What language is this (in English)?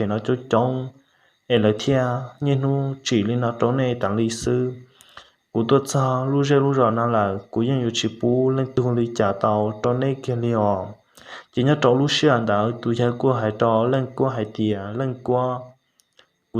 Hmong